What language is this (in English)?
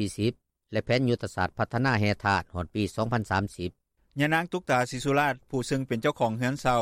Lao